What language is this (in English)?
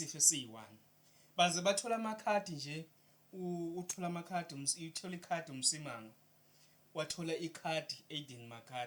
Zulu